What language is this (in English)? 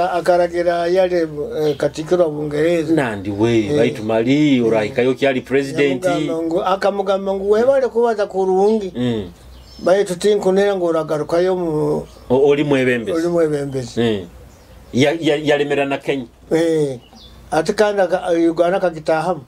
Nyoro